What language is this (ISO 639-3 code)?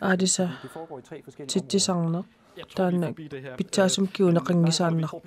kal